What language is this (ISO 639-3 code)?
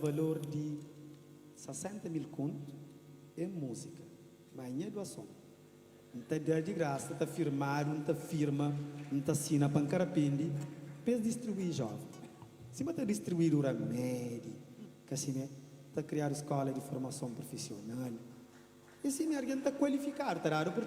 kea